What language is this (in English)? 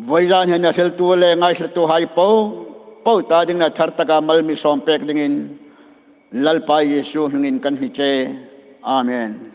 Hmar